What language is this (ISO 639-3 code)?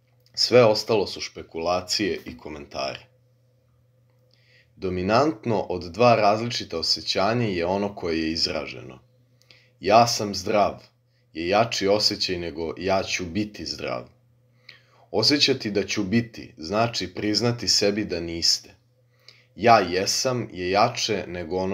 srp